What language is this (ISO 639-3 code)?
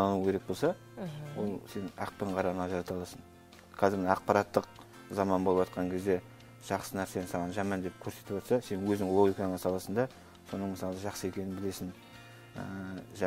kaz